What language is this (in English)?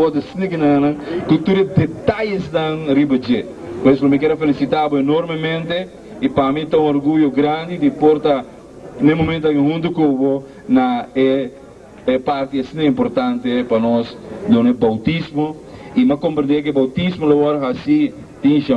Papiamento